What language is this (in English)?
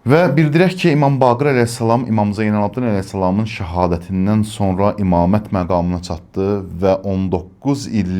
Azerbaijani